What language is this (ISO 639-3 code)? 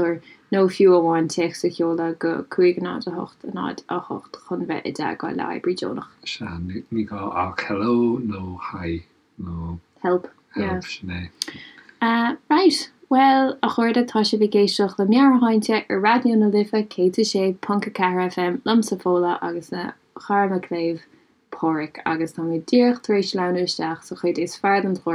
gle